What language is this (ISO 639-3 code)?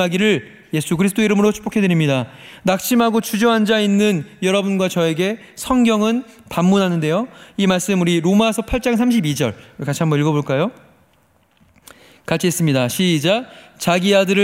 kor